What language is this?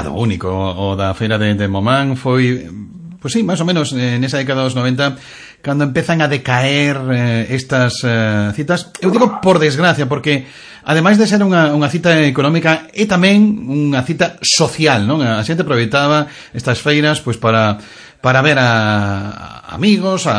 Galician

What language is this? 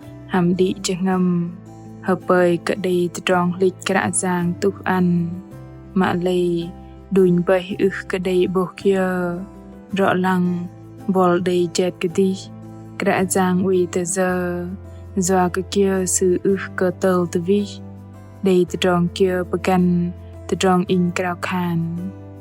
Bahnar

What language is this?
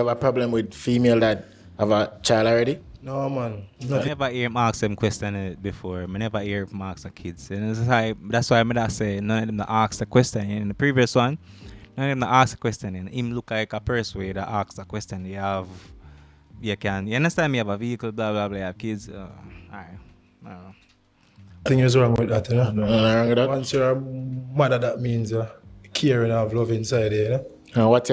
Jamaican Creole English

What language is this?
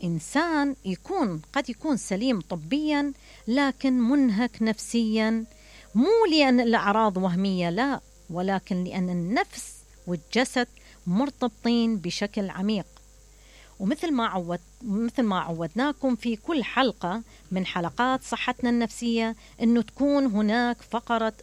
Mesopotamian Arabic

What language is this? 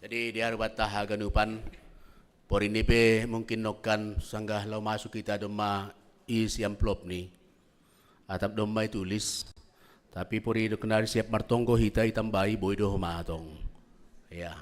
Batak Simalungun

